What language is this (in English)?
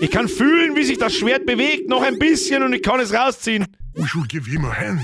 Bavarian